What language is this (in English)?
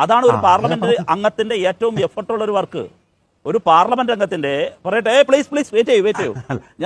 Malayalam